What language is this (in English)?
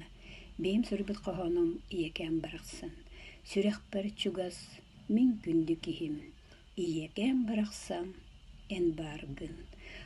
Yakut